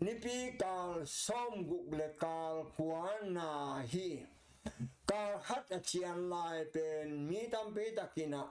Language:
Tedim Chin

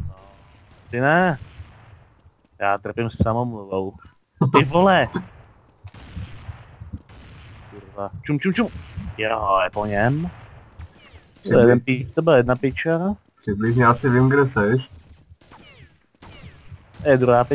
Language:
Czech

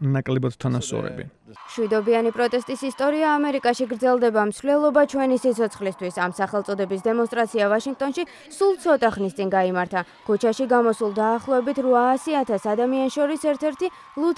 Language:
Georgian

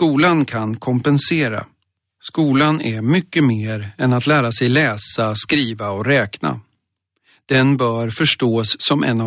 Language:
Swedish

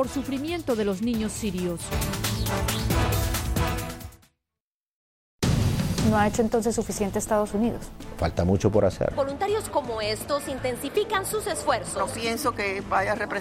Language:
Spanish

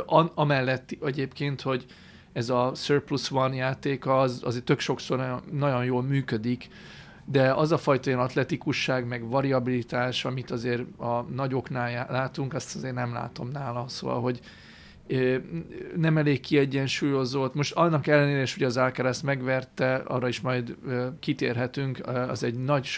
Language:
Hungarian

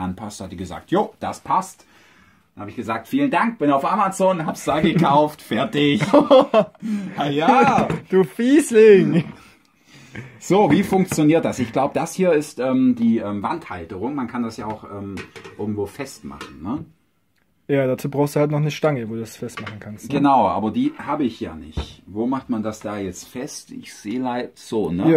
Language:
German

